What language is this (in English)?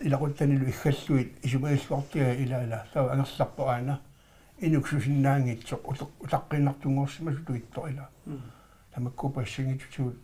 Kalaallisut